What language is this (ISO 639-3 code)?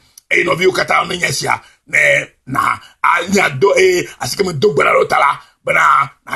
ewe